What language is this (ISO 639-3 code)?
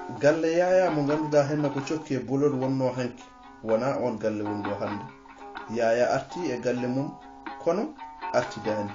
ful